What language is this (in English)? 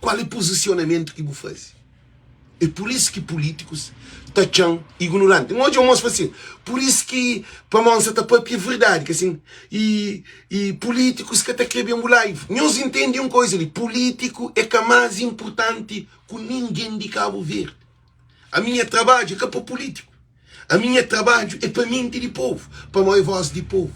Kabuverdianu